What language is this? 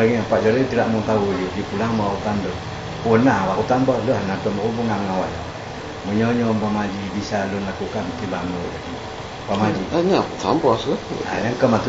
Achinese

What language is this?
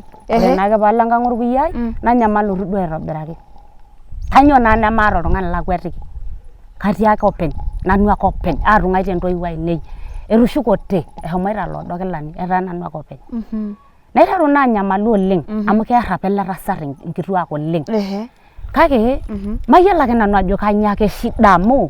Masai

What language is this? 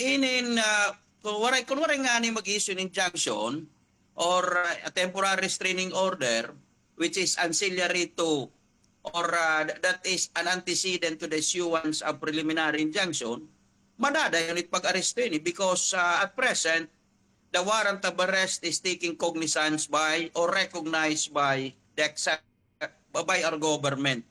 Waray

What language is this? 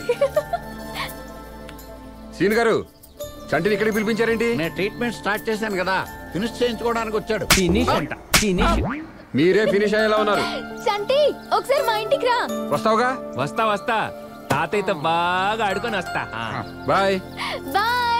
Telugu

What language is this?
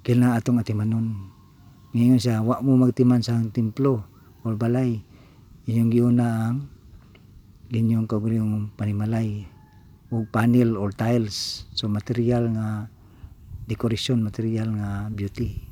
Cebuano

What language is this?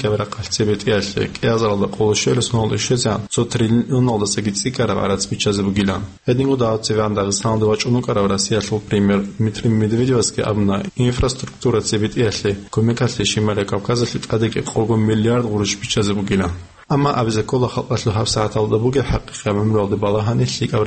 Avaric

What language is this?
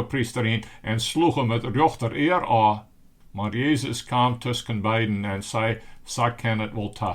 Western Frisian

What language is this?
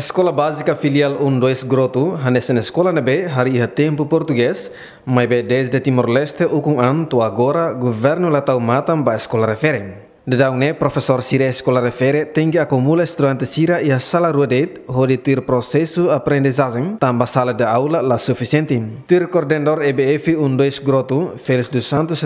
Tetum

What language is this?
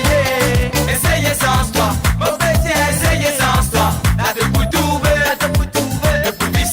Morisyen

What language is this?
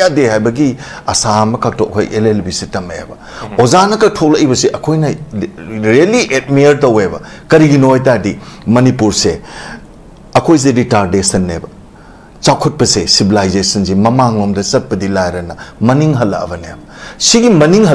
Manipuri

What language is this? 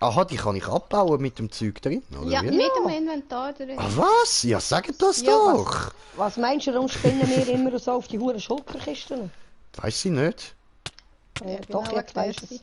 Swiss German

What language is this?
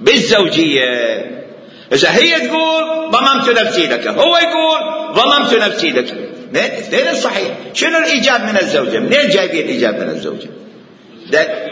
Mesopotamian Arabic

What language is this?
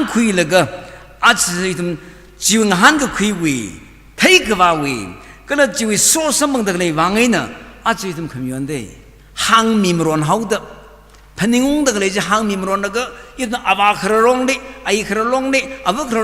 Tangkhul Naga (India)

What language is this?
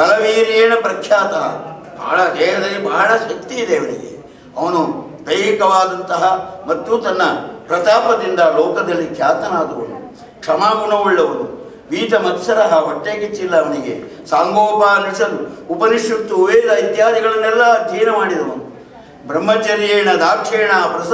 Kannada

